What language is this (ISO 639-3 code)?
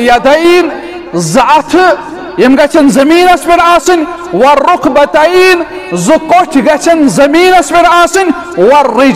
kas